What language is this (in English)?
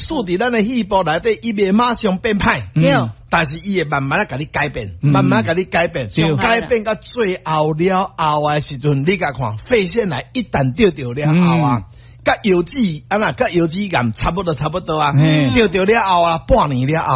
Min Nan Chinese